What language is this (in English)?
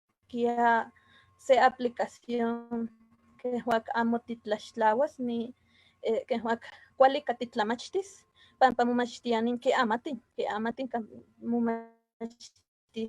Eastern Huasteca Nahuatl